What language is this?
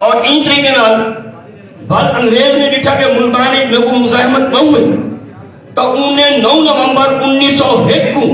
Saraiki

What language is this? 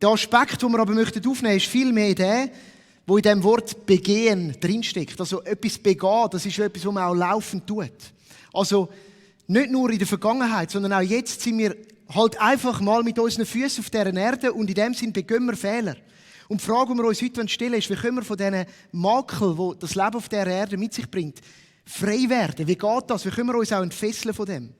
Swiss German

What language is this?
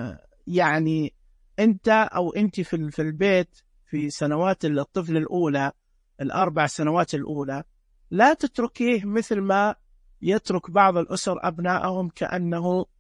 Najdi Arabic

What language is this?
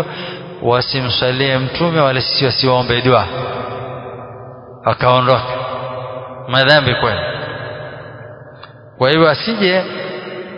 Swahili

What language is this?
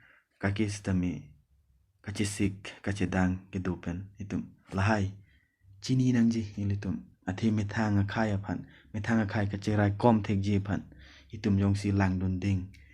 Karbi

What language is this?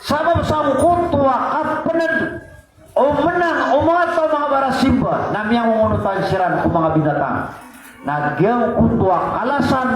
Maranao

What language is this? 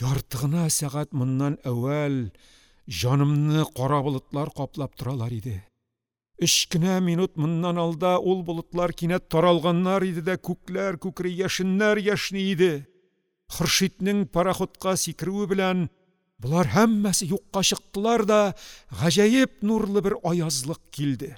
Tatar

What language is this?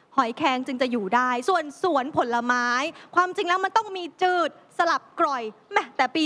Thai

